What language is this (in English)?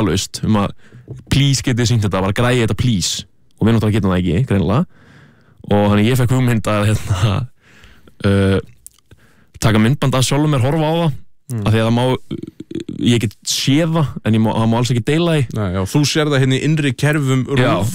Icelandic